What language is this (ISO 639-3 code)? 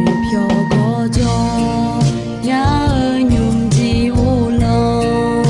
ahk